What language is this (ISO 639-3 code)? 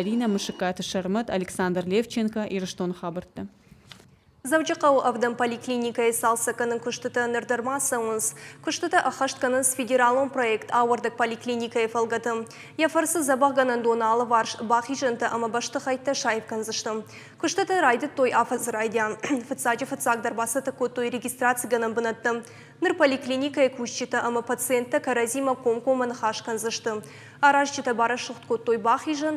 oss